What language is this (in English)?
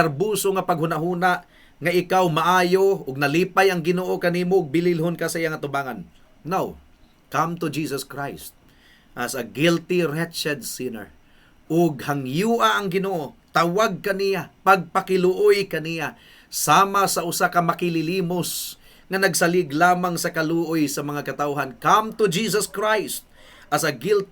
Cebuano